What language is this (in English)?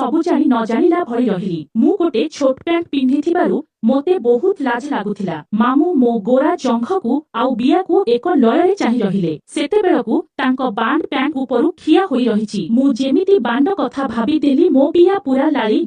Odia